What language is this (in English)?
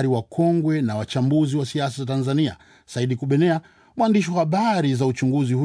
Swahili